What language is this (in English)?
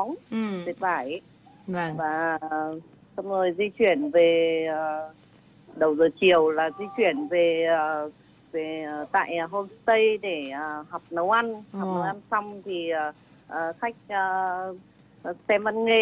Vietnamese